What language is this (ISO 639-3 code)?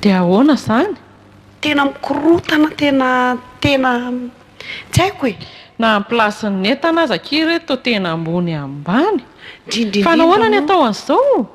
mlg